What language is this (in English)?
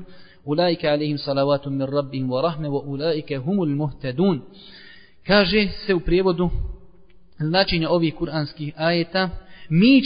Bosnian